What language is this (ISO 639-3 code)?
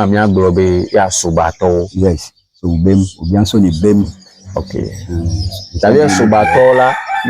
ewe